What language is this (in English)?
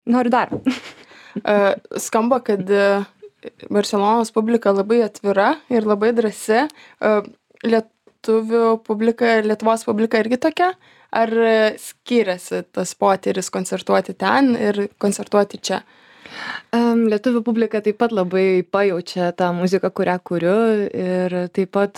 Lithuanian